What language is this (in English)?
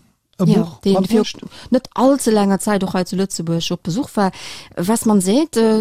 Luxembourgish